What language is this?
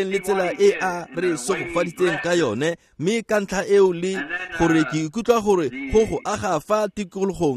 Tswana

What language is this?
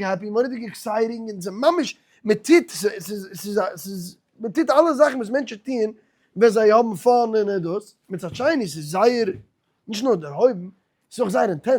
Yiddish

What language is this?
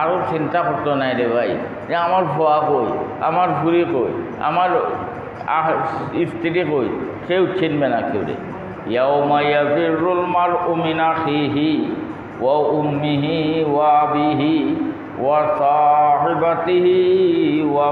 Bangla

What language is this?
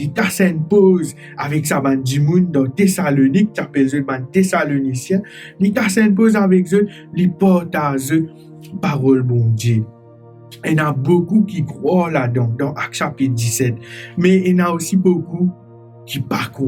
Morisyen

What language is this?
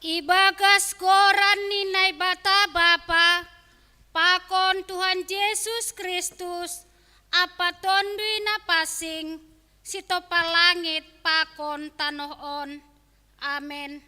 Batak Simalungun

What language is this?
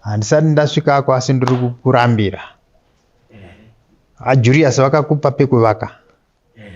Shona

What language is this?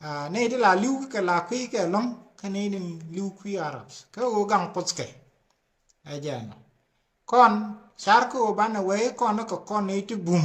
Nuer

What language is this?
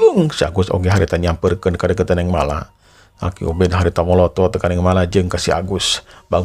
Sundanese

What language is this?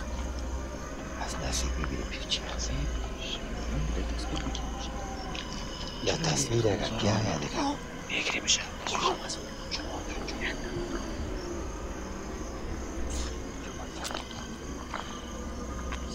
Persian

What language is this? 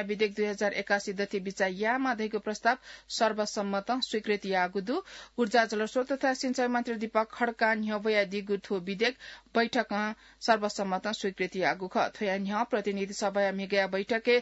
Newari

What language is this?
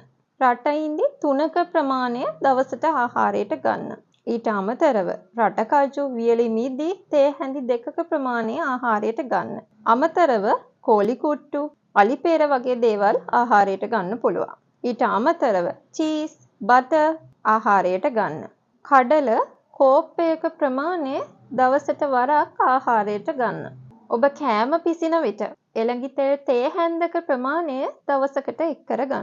Sinhala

